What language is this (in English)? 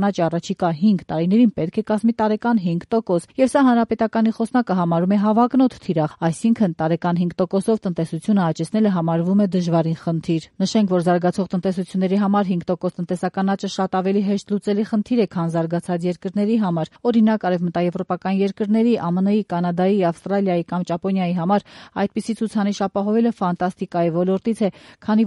Armenian